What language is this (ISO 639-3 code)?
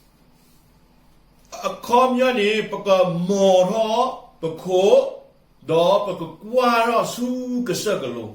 ksw